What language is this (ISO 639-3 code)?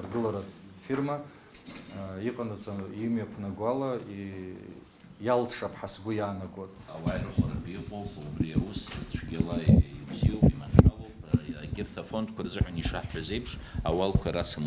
abk